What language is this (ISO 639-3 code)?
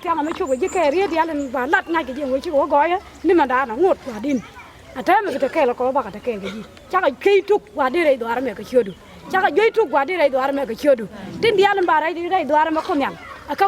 nus